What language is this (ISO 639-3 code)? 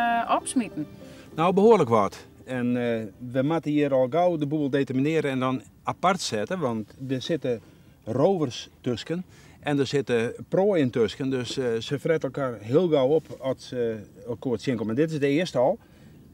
fry